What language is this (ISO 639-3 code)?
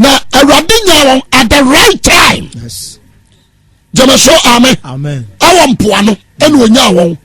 aka